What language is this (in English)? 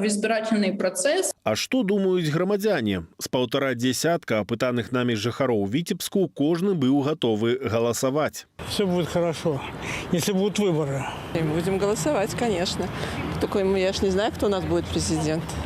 Belarusian